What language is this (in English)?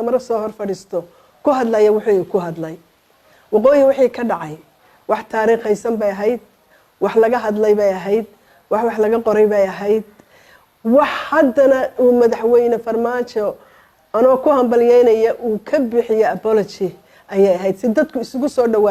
Somali